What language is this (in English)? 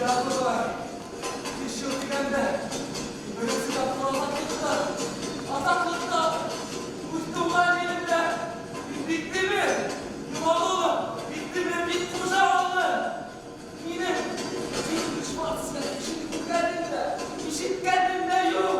Bashkir